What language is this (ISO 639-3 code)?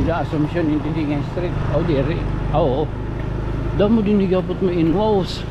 war